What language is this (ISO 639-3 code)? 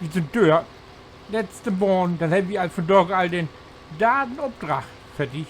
nds